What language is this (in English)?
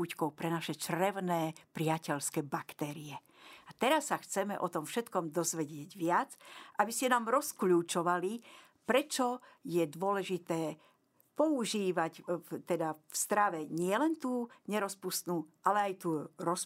Slovak